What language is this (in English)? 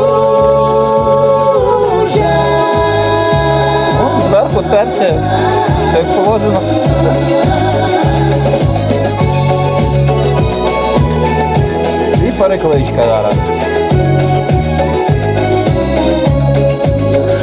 Ukrainian